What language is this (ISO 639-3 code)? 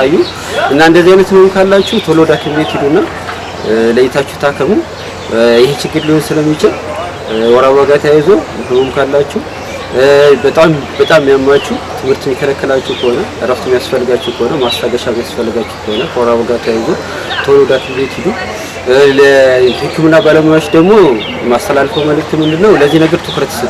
amh